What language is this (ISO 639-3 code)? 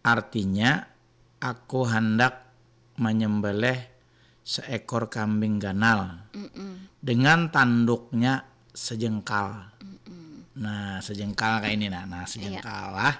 bjn